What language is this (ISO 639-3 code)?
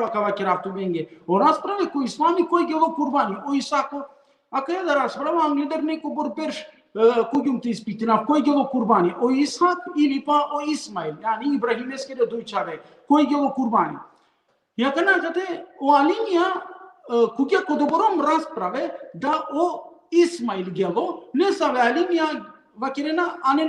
rmn